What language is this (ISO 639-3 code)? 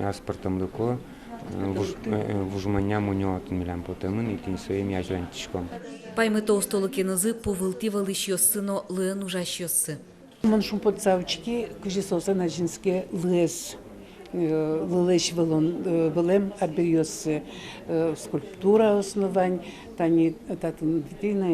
udm